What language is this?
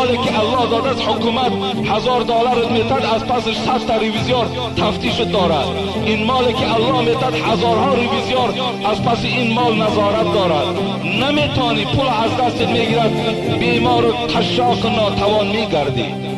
Tajik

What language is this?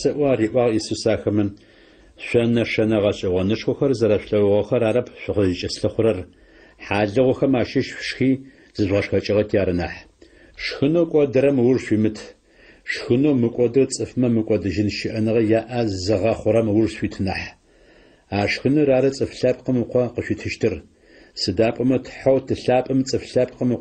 Adyghe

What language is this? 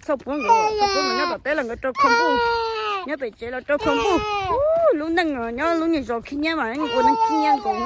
Hmong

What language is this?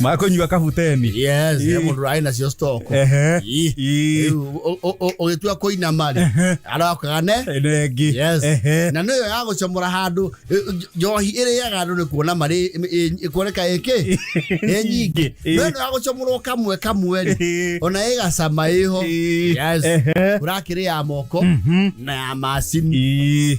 Kikuyu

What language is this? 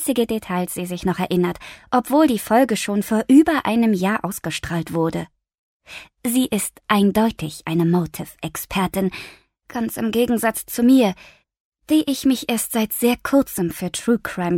German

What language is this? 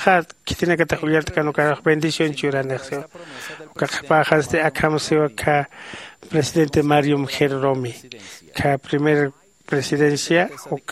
Aymara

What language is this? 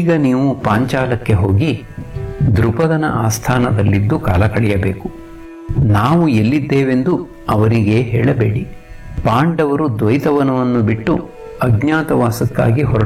Kannada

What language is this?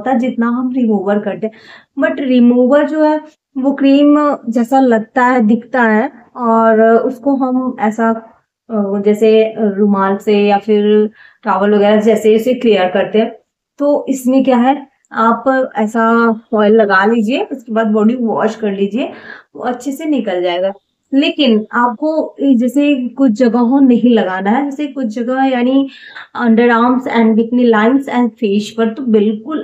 Hindi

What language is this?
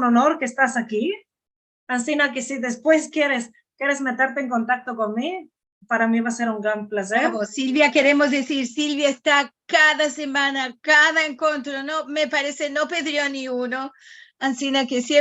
Ladino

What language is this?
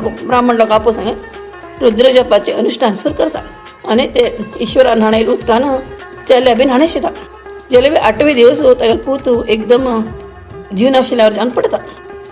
Konkani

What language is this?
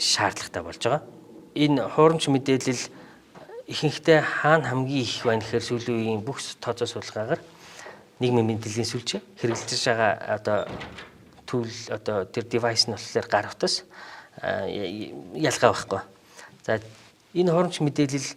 Mongolian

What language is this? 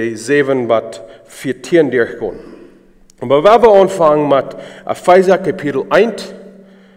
Plautdietsch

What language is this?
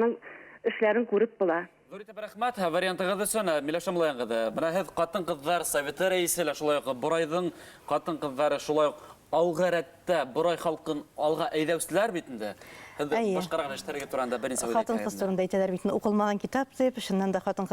Bashkir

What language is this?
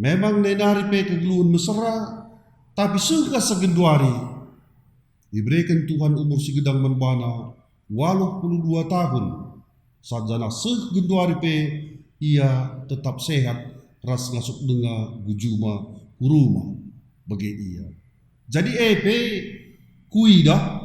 Batak Karo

